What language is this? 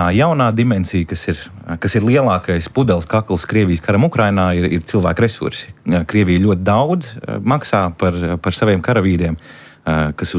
Latvian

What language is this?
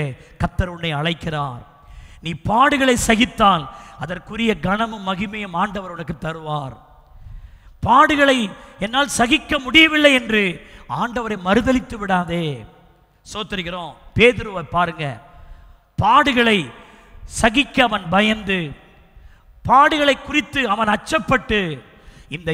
Tamil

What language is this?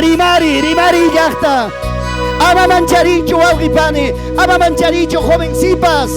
Ayacucho Quechua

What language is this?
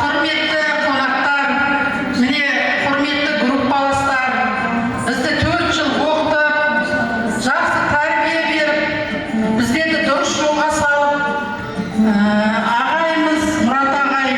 Kara-Kalpak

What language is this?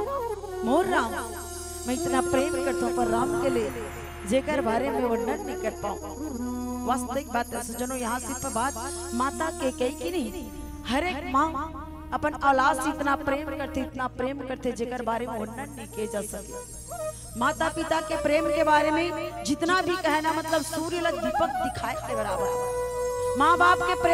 Chhattisgarhi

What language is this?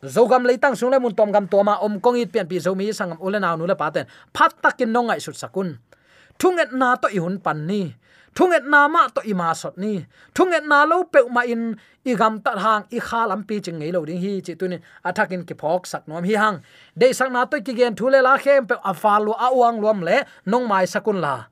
Tedim Chin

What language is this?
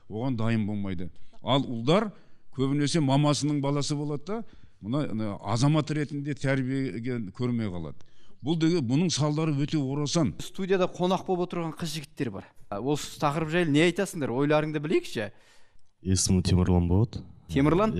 Kazakh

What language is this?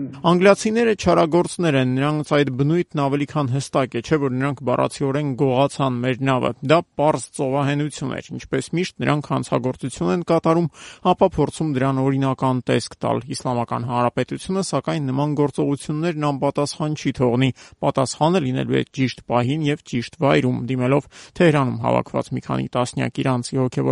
Armenian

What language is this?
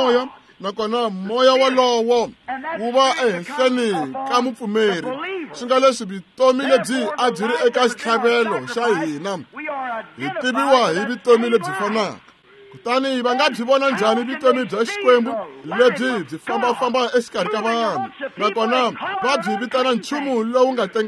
Tsonga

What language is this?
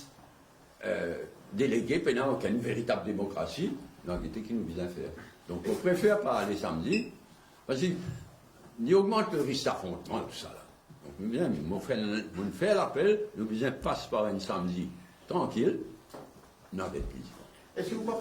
Morisyen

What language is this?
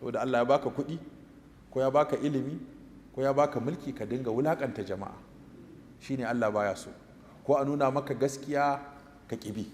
Hausa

